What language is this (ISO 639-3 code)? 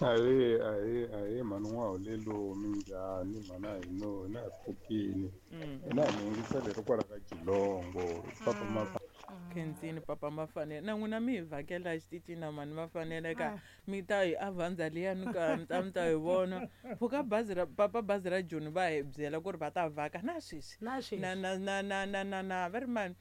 tso